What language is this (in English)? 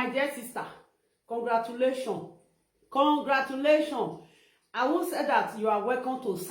Nigerian Pidgin